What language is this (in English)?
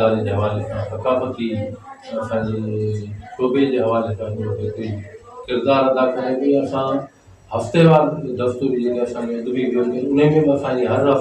Sindhi